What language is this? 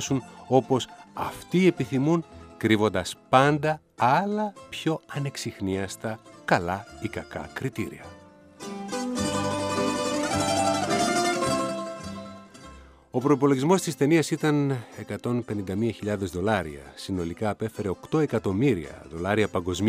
Greek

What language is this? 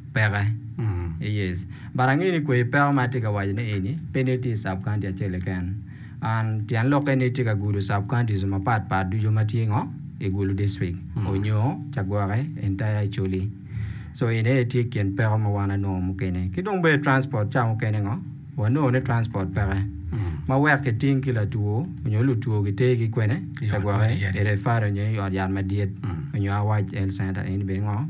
Acoli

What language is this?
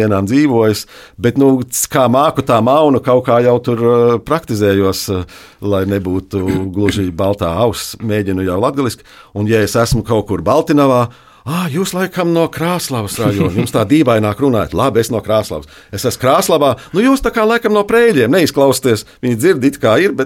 Latvian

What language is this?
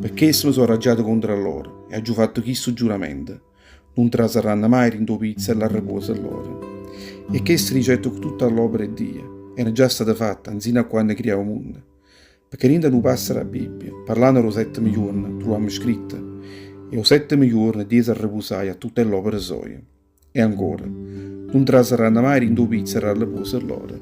Neapolitan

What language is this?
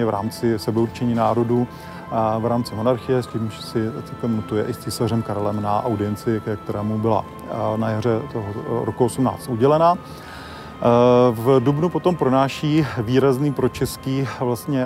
Czech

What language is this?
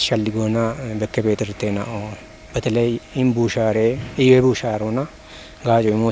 Kafa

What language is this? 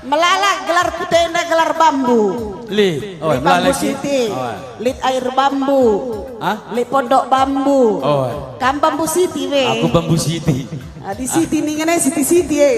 Batak Karo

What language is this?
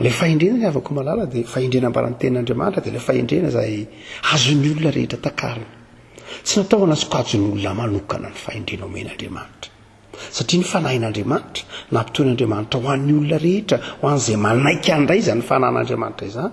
Malagasy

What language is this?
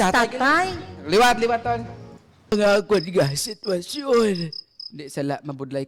Hiligaynon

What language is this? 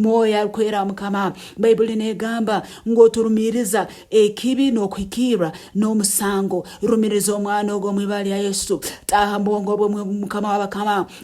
Nyankole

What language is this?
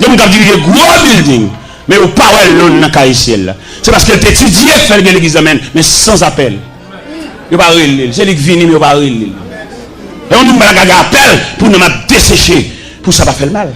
Haitian Creole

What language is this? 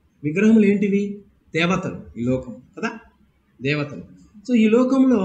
Telugu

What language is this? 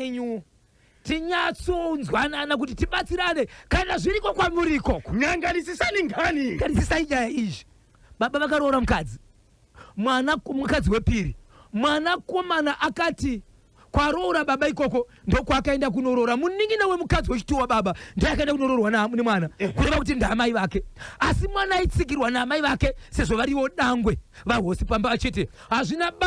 Shona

